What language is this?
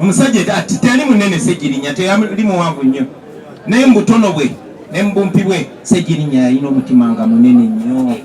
Ganda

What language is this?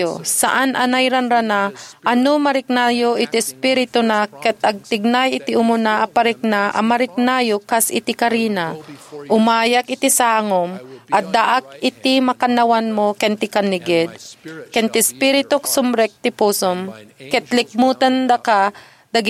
Iloko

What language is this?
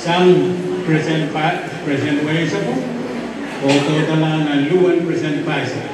Pohnpeian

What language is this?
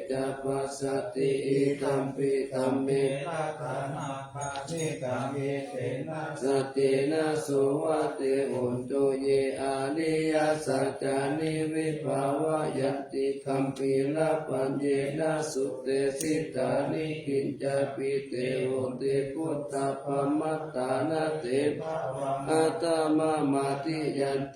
Pali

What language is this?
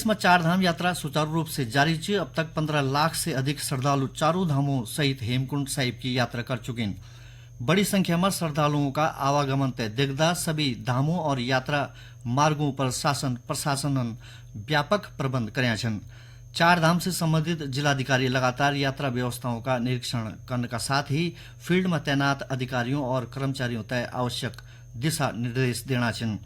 Garhwali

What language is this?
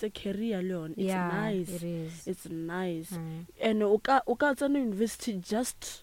Northern Sotho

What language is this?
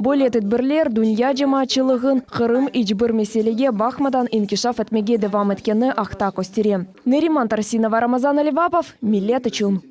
Crimean Tatar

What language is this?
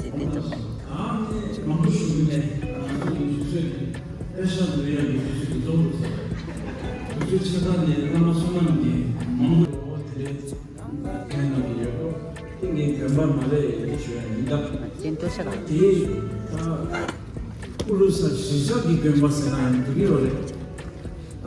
Tibetan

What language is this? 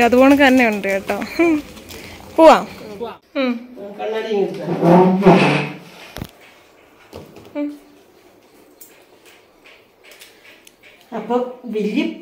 Malayalam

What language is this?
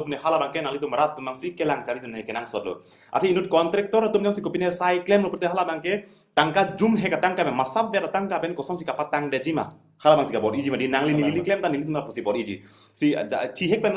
Karbi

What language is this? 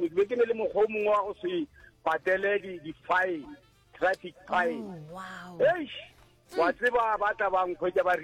Northern Sotho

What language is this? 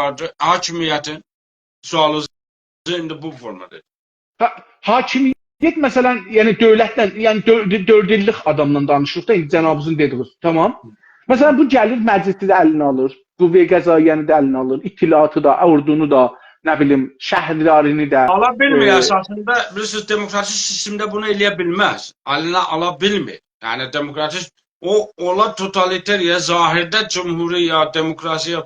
South Azerbaijani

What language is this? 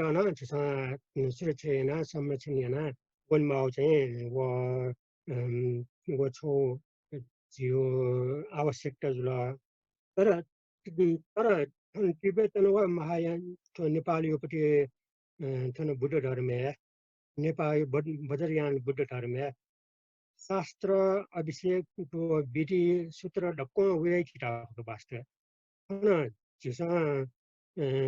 Newari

